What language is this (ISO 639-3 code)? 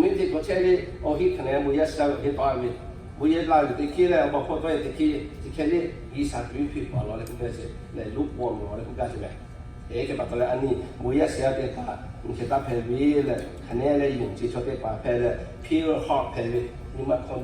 lhu